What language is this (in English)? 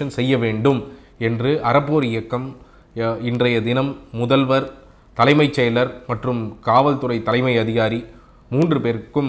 Tamil